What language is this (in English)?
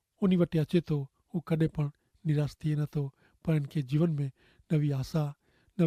Kachhi